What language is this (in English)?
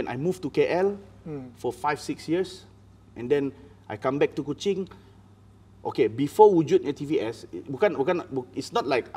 Malay